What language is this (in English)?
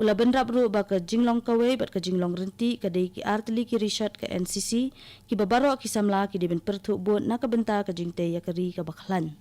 Khasi